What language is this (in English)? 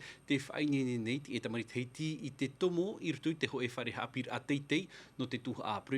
Tahitian